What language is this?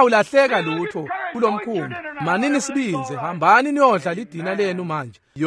Swati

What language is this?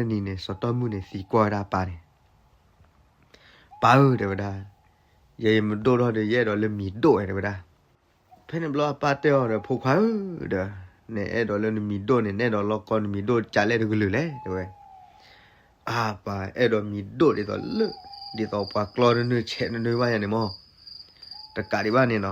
S'gaw Karen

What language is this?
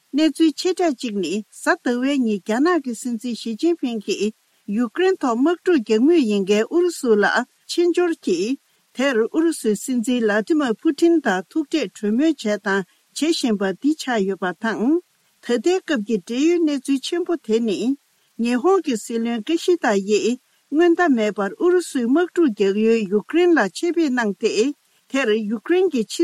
Tibetan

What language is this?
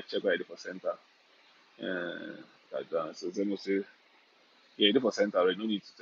Nigerian Pidgin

